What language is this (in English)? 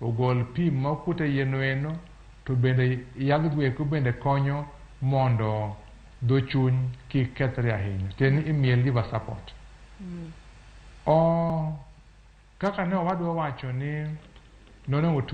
Luo (Kenya and Tanzania)